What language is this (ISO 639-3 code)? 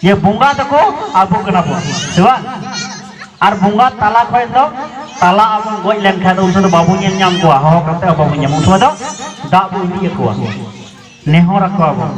sat